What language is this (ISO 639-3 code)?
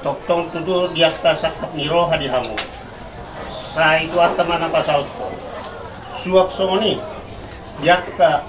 bbc